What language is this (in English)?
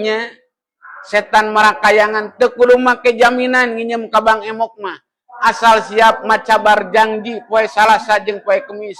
Sundanese